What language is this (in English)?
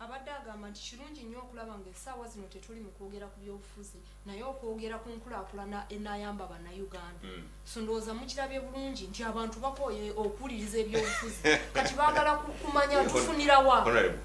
Ganda